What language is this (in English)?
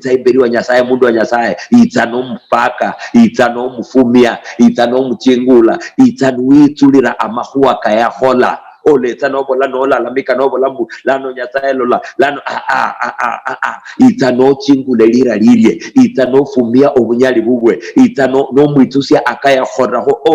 Luyia